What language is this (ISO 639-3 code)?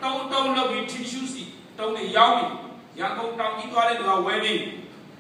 mya